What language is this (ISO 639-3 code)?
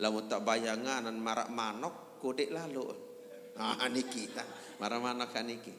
sas